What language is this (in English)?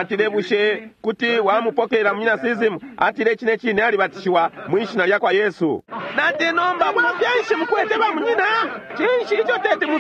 Bemba